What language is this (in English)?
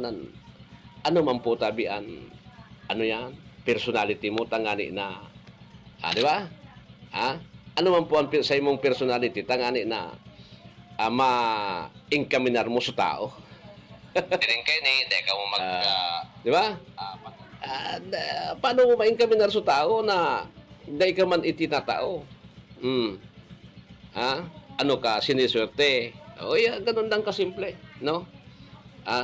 Bikol